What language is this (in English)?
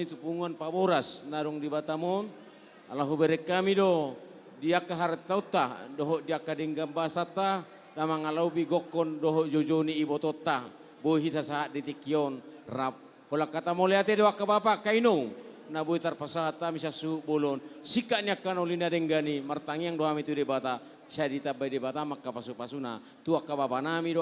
Batak Toba